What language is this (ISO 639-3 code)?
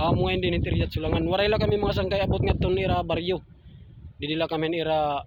war